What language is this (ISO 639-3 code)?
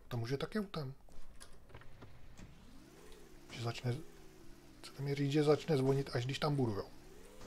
ces